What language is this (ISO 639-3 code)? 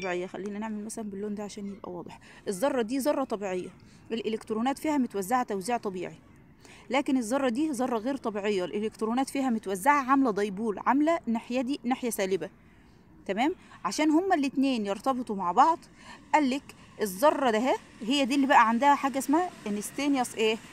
arz